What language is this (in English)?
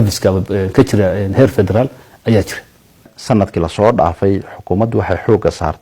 Somali